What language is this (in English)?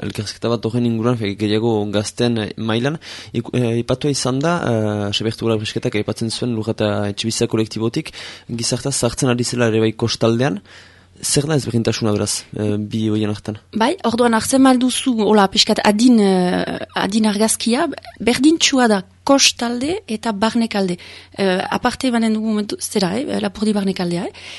Basque